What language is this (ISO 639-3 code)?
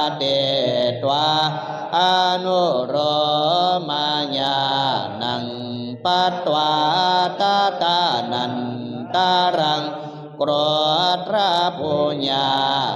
pli